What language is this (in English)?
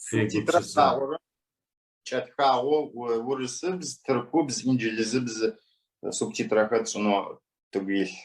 Adyghe